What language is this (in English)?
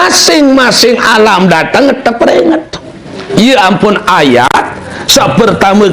Sasak